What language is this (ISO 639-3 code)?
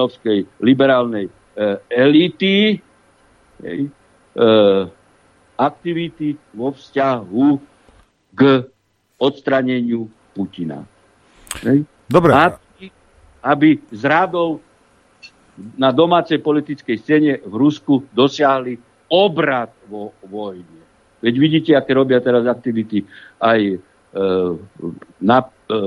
slk